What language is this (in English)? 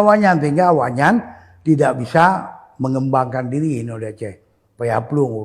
Achinese